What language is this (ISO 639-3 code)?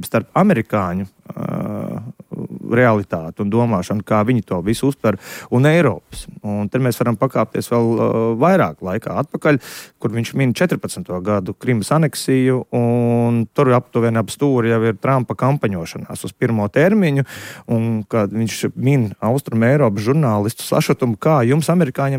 lav